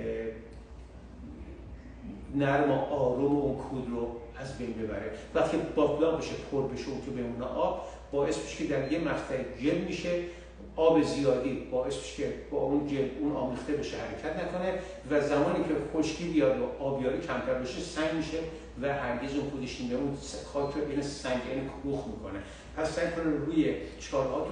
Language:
Persian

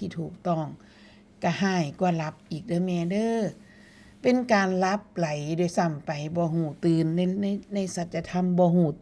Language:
Northeastern Thai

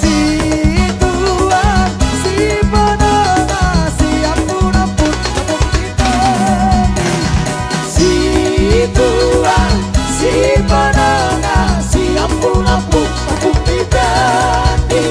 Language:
Batak Toba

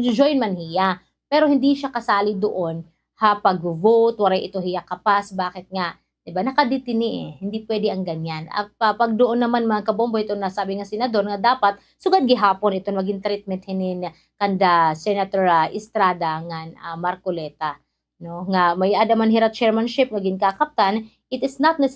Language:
Waray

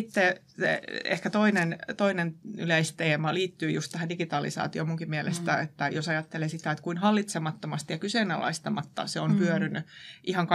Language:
Finnish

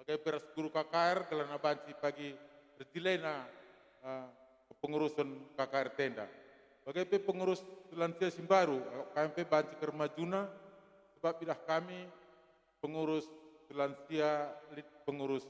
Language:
Batak Karo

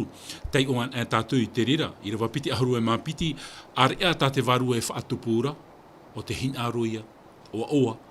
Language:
Tahitian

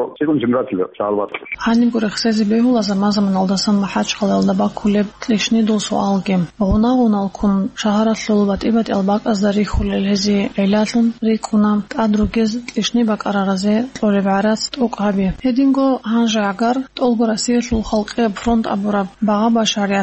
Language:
Avaric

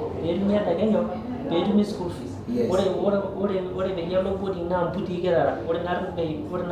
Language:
Masai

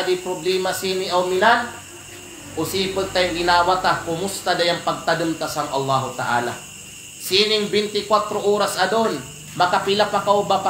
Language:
Kalagan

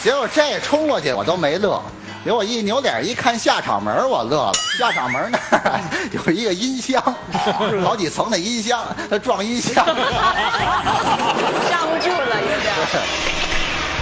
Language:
Chinese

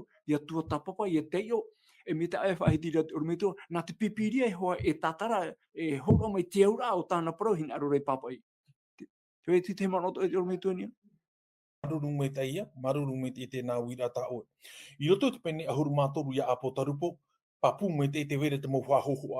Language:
Tahitian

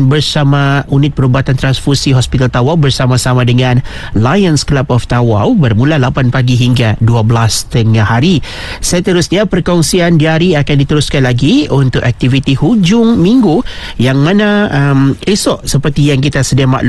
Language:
Malay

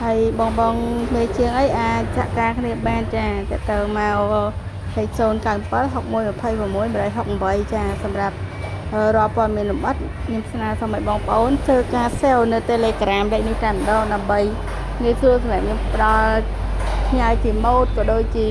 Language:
Khmer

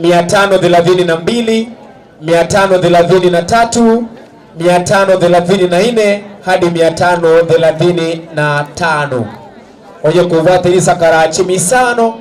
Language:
Gusii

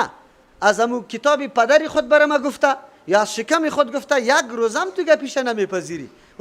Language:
Persian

